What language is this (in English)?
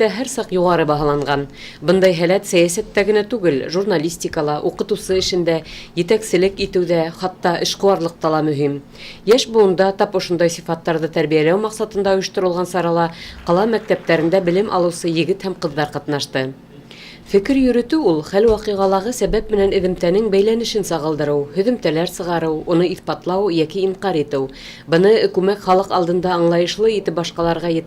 Bashkir